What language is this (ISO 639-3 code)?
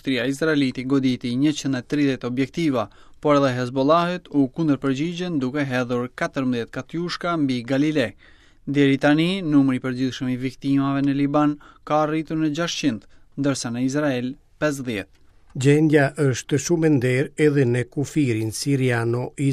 sqi